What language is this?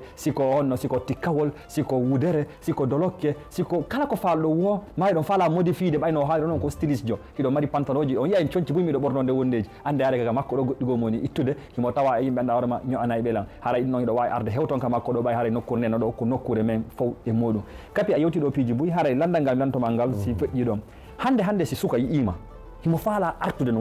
Fula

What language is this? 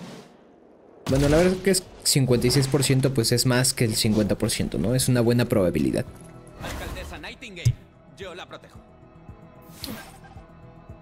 Spanish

